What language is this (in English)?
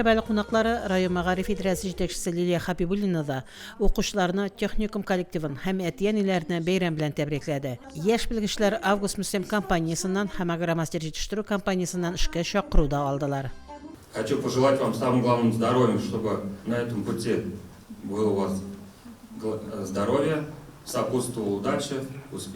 Tatar